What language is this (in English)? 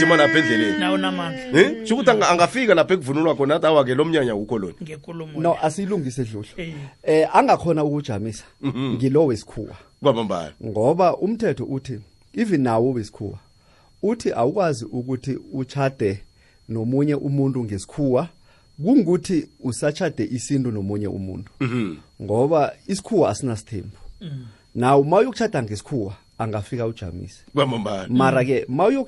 South Ndebele